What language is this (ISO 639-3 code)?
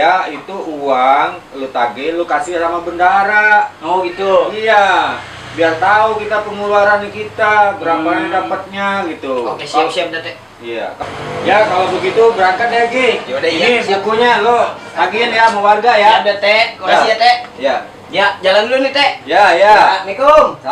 bew